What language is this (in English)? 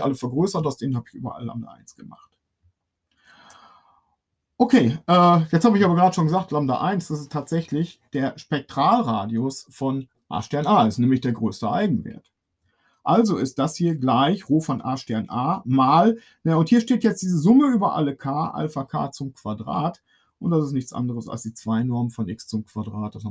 German